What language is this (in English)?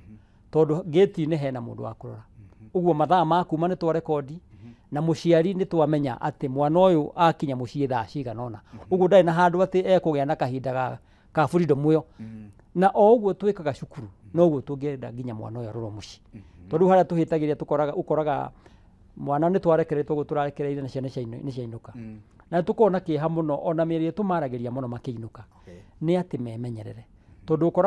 Kikuyu